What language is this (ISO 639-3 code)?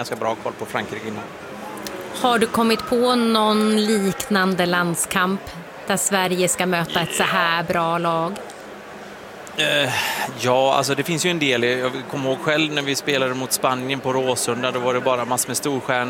swe